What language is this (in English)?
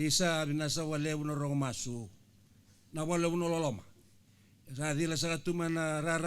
Fijian